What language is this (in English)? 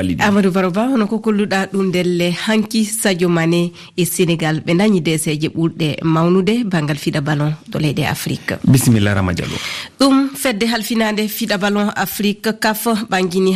Fula